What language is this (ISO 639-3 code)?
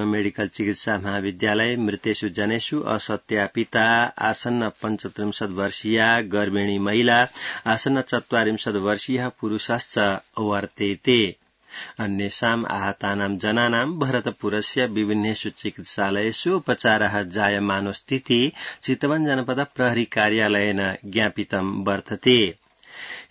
san